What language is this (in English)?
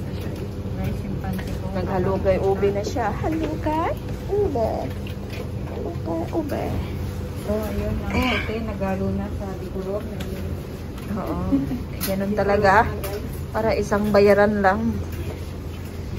Filipino